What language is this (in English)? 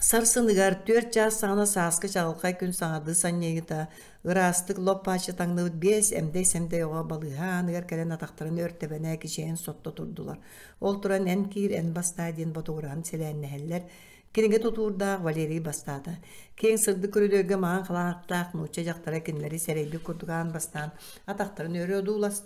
Yakut